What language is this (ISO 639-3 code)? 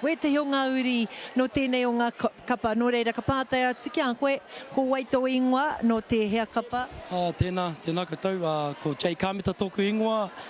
mri